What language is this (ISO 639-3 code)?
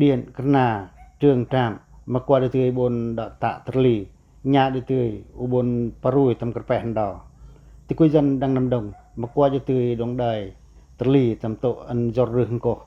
pac